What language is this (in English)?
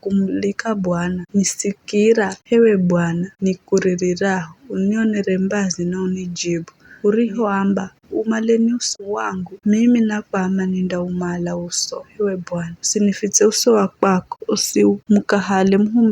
Giryama